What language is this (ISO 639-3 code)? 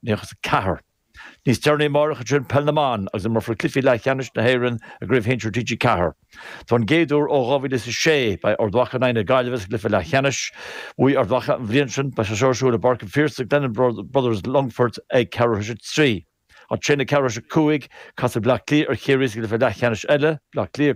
gle